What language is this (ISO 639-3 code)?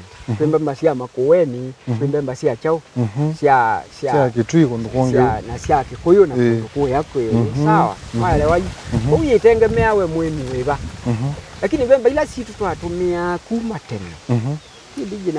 kam